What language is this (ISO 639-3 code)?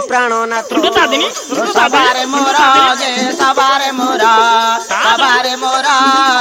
ori